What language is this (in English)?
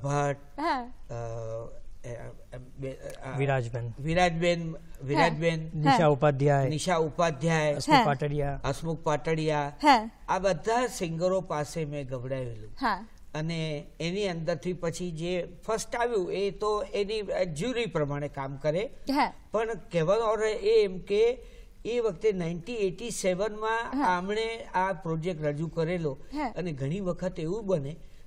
Gujarati